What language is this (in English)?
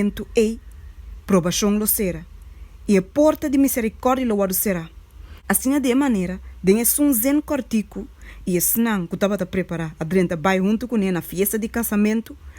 Papiamento